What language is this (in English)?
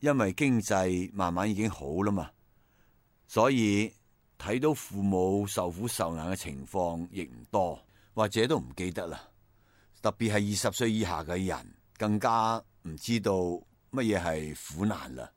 Cantonese